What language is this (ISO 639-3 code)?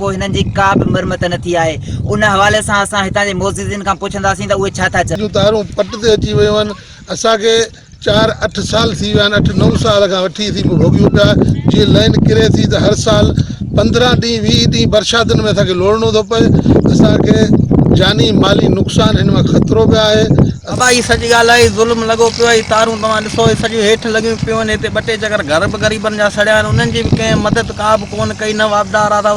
snd